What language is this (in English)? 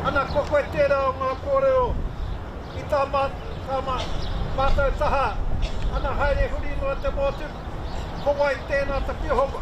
Māori